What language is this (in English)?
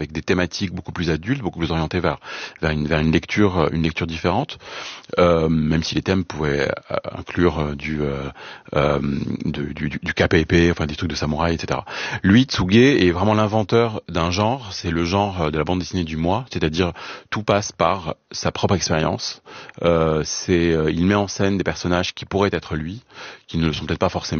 French